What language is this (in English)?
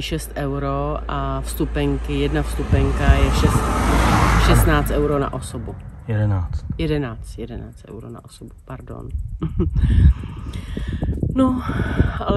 Czech